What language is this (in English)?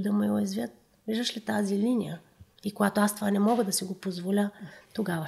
Bulgarian